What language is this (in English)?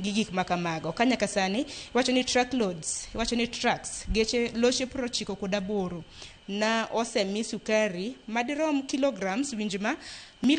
Luo (Kenya and Tanzania)